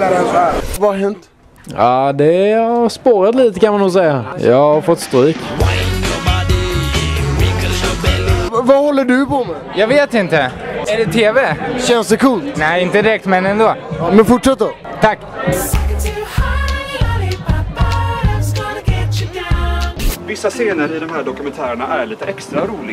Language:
Swedish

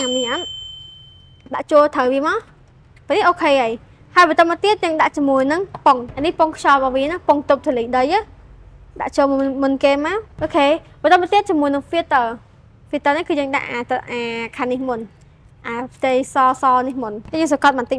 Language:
Khmer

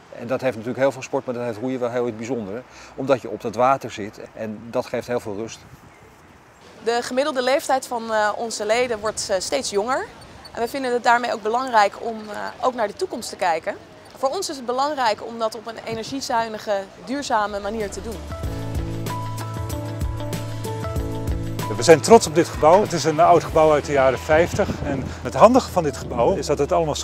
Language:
Dutch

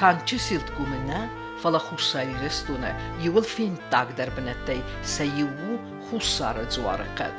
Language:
Ossetic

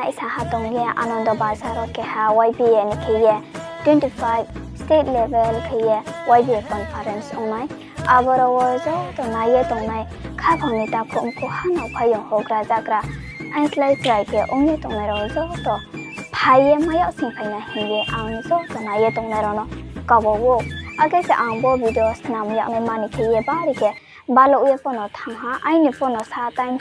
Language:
Riang (India)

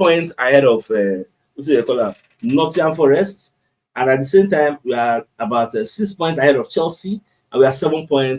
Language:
Nigerian Pidgin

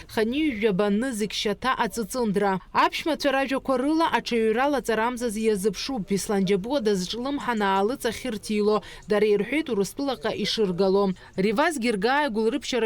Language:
Abkhazian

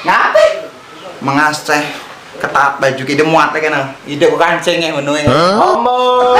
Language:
Musi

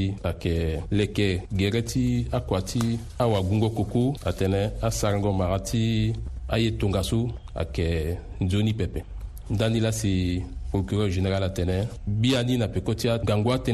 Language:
Sango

